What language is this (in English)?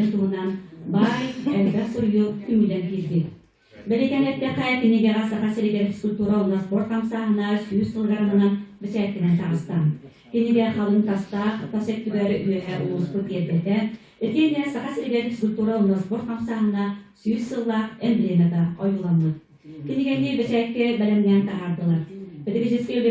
Yakut